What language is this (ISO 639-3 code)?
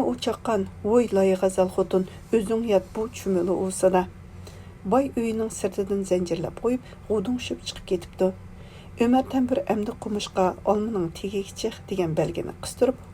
uig